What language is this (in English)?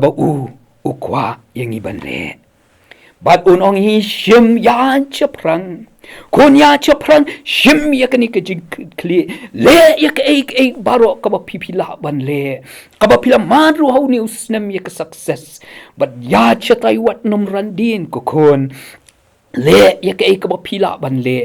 Khasi